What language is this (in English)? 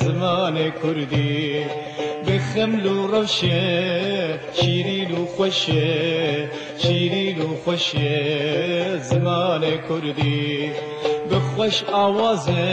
Kurdish